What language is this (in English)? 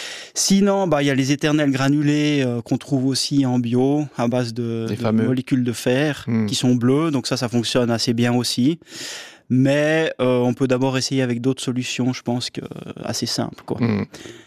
French